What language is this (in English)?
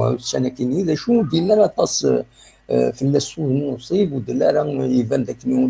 Kabyle